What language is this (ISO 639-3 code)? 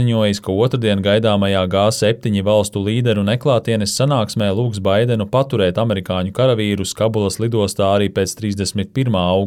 lav